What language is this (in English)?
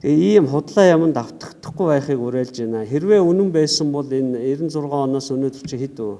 Mongolian